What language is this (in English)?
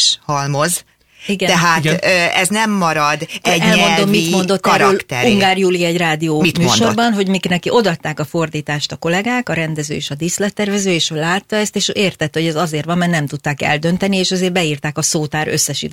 Hungarian